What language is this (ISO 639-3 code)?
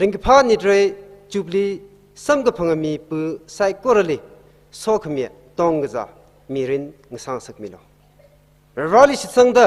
nmf